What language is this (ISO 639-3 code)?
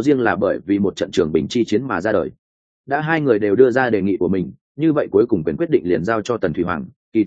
vie